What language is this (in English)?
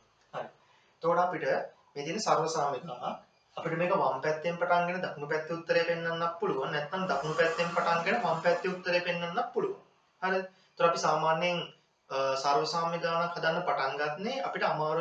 Sinhala